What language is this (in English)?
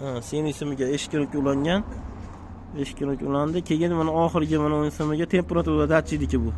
Uzbek